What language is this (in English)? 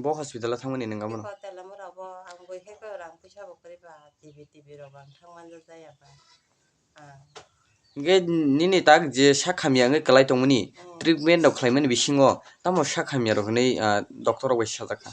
Kok Borok